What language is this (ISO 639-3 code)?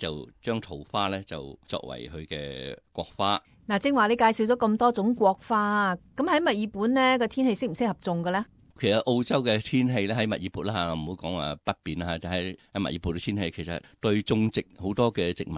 yue